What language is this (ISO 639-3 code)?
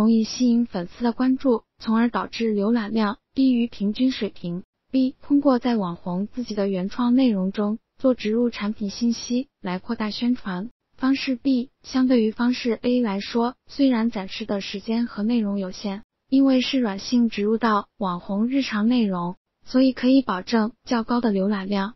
zho